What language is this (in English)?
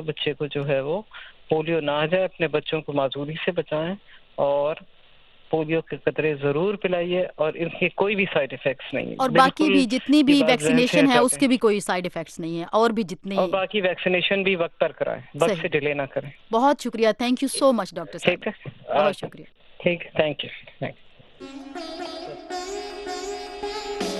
Urdu